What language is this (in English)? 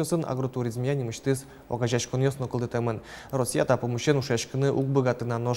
Udmurt